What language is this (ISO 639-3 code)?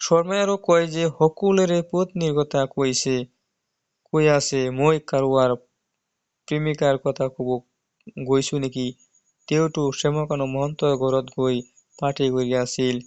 asm